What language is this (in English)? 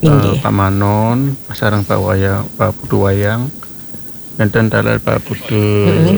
Balinese